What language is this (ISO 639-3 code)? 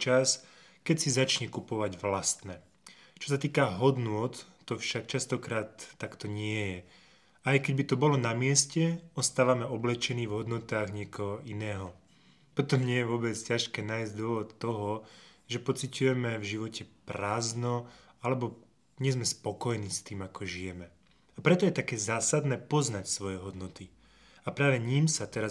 slk